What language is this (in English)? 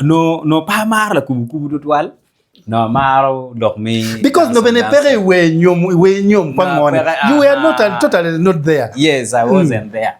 Acoli